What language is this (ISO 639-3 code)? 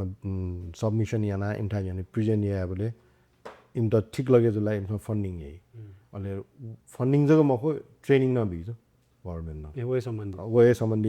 new